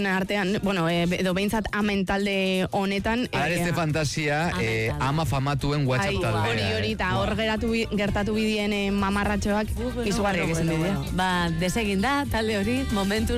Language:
Basque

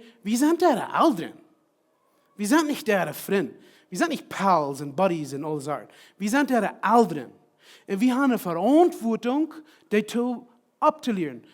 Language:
Plautdietsch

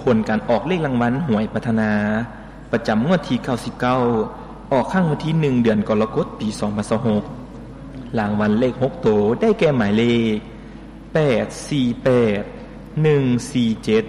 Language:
Lao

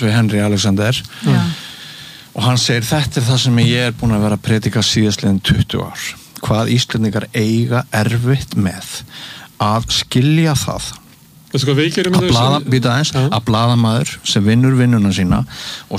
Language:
Icelandic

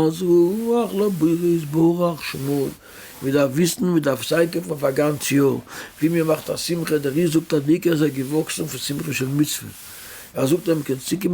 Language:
Yiddish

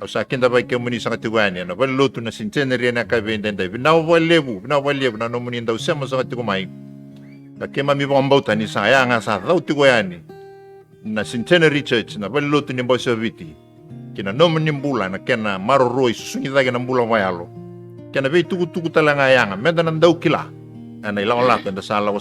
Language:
Fijian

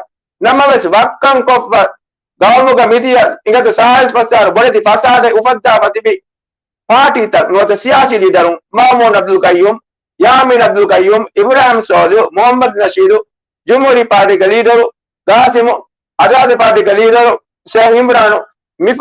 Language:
Divehi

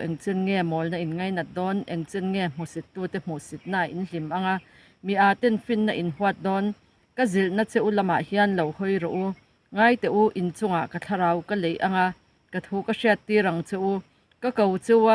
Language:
Mizo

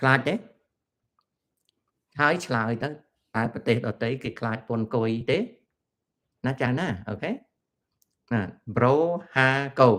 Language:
Khmer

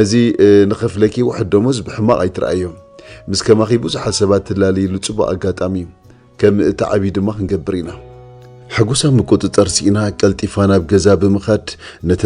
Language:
Tigrinya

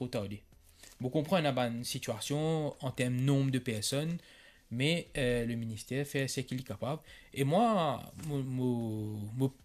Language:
Morisyen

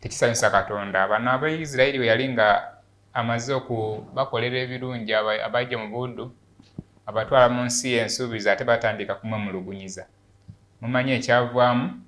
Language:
Ganda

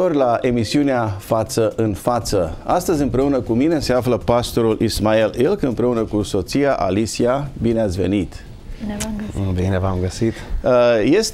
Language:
Romanian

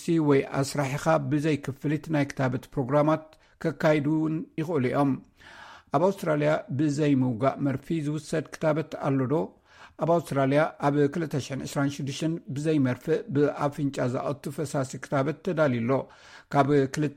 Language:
Tigrinya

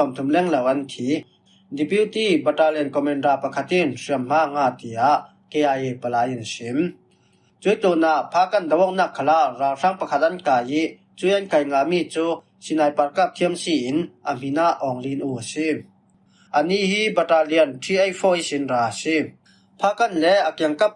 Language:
Falam Chin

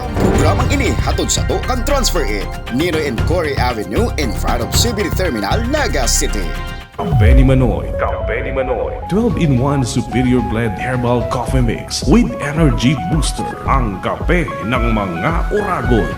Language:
Bikol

